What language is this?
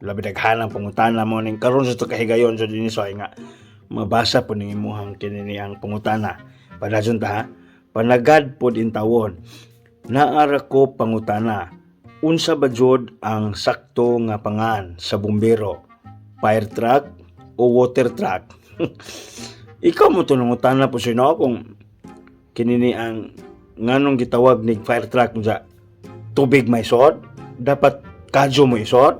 Cebuano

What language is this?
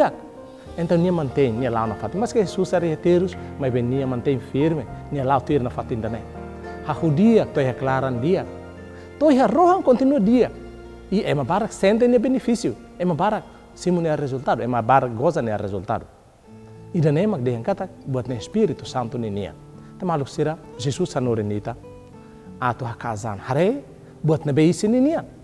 Tetum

